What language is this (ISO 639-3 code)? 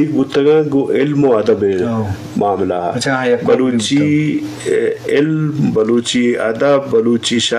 bgp